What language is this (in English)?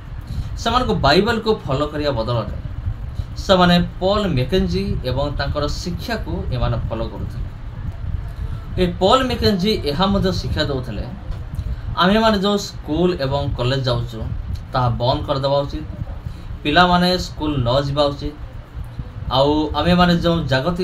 Odia